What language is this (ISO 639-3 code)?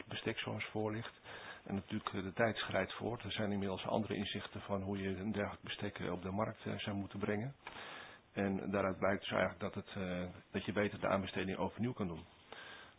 nld